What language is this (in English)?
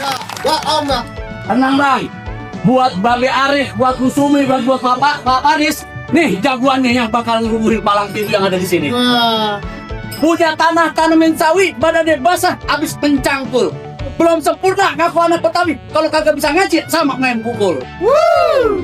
Betawi